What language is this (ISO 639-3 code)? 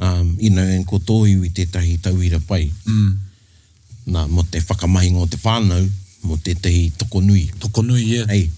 mri